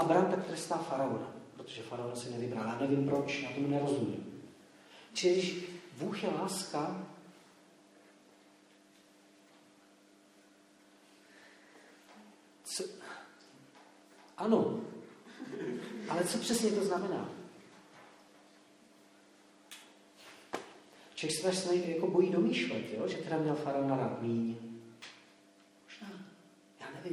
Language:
Czech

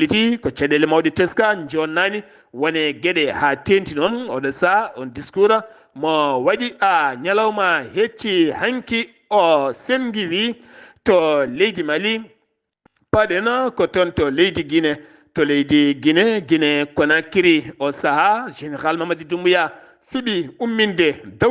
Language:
Fula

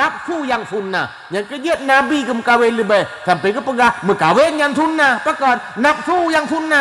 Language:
Achinese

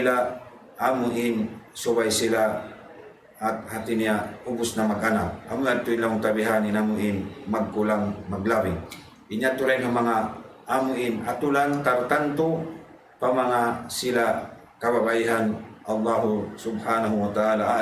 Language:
Tausug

